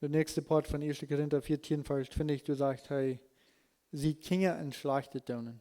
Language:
Plautdietsch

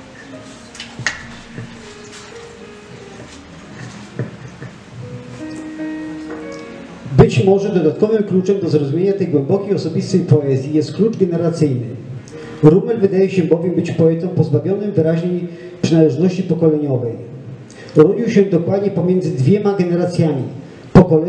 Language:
Polish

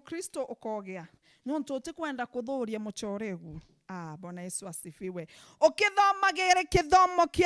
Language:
Meru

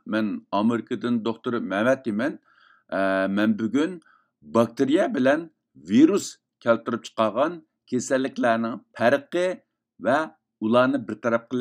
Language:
Uyghur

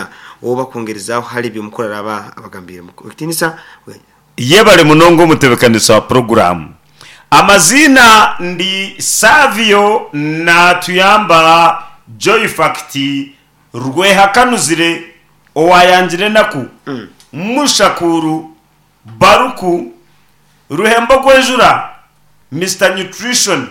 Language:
Nyankole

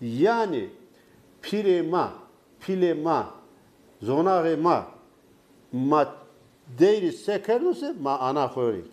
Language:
Zaza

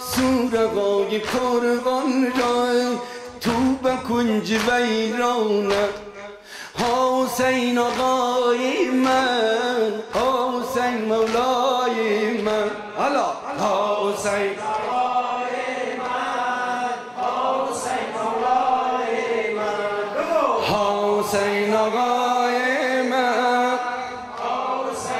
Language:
Persian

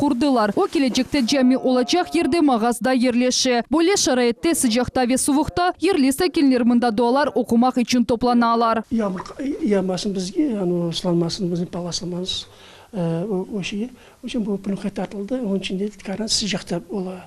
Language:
Crimean Tatar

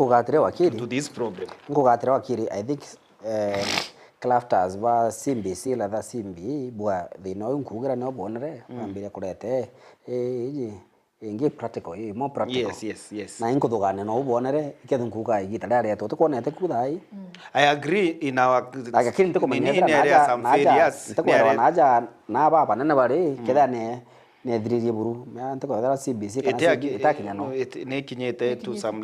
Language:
Meru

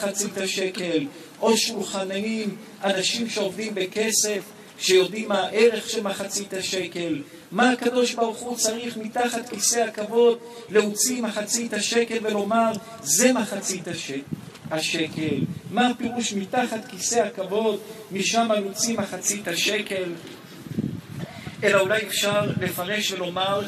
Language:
Hebrew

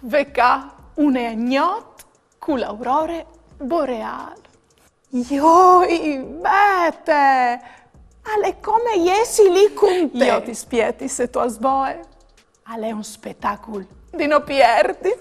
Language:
Friulian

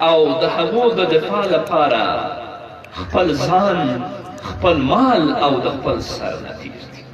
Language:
Pashto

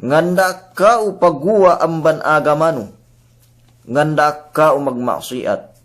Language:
Yakan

